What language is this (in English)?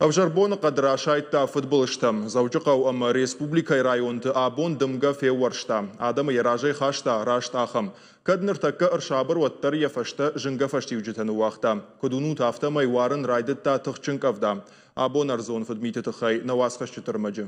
Ossetic